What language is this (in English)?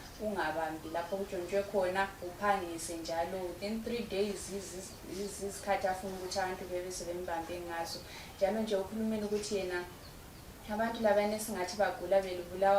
Shona